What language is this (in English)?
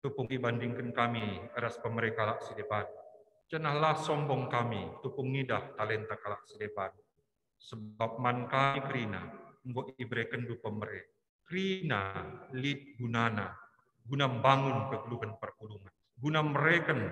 Batak Karo